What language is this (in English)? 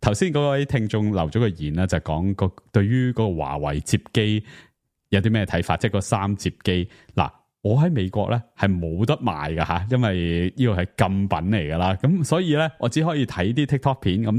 Cantonese